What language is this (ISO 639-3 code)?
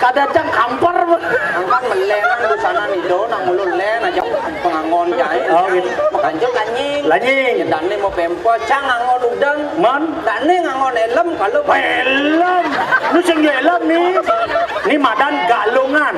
ban